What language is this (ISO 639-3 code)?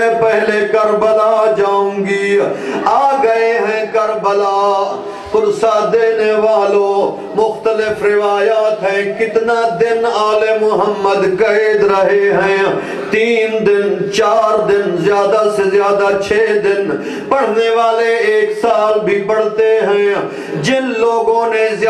urd